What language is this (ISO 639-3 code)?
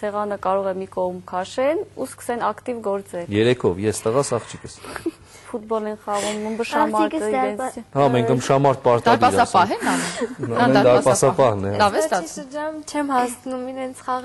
hye